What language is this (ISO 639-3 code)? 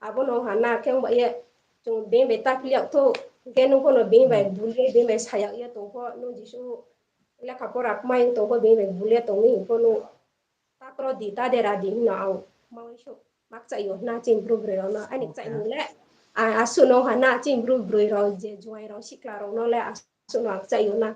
ria